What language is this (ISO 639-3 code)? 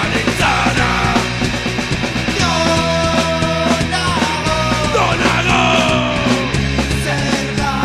eus